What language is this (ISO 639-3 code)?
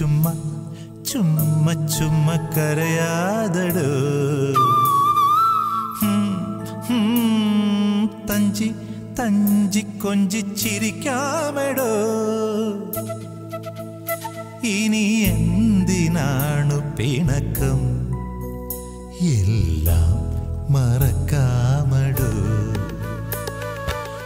mal